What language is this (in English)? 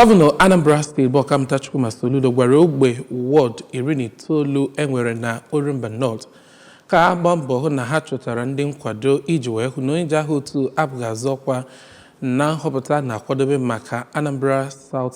Igbo